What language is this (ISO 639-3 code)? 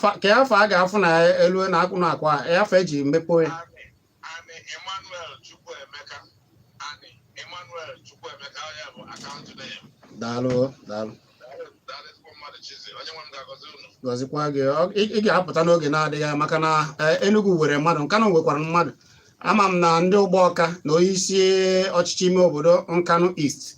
ibo